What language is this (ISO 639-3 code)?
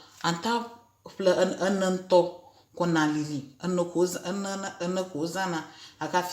ewe